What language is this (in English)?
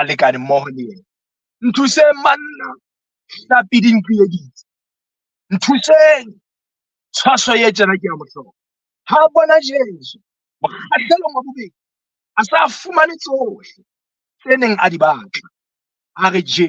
Southern Sotho